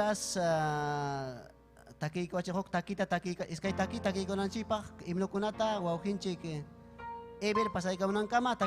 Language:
Ayacucho Quechua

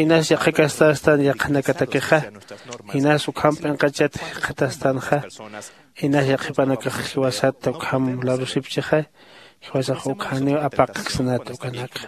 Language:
Aymara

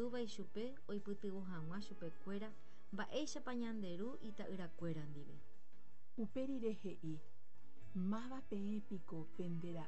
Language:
Guarani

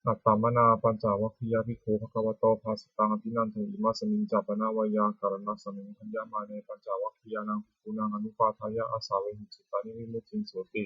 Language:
Pali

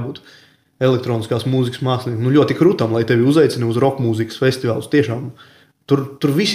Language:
Latvian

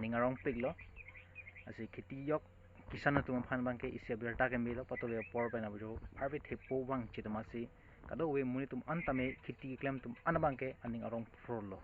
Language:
Karbi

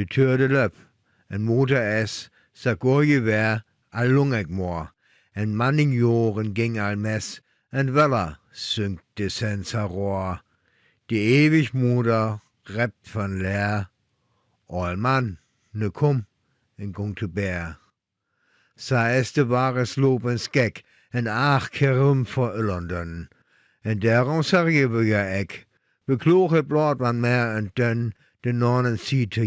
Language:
Northern Frisian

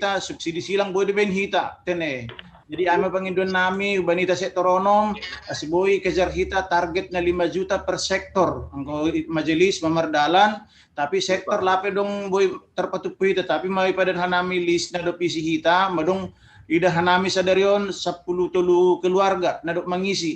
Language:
Batak Simalungun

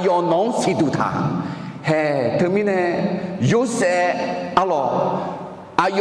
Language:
Akha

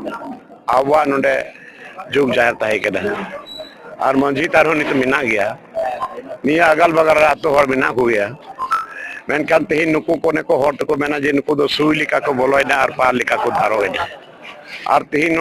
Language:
Santali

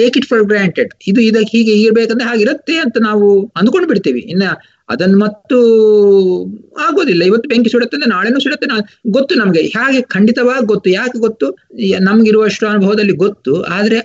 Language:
Kannada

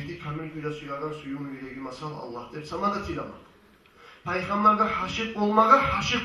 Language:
Kumyk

